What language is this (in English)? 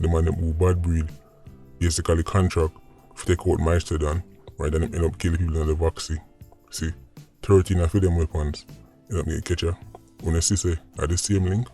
Jamaican Creole English